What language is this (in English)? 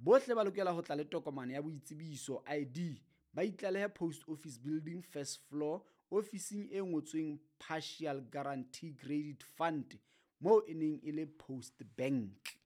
Southern Sotho